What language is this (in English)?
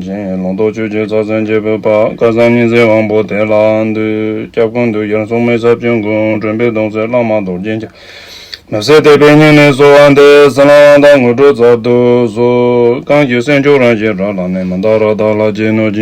Tibetan